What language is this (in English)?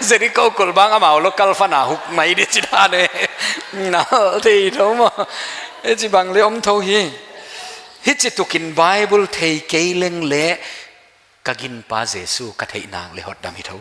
Paite Chin